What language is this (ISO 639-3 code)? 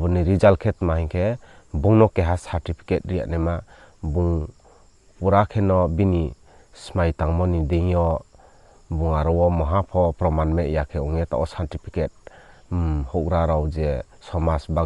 ria